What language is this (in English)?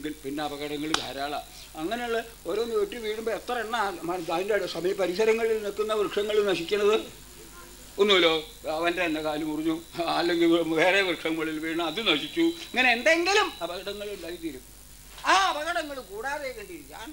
Malayalam